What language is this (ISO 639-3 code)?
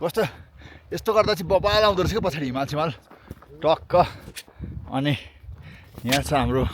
nep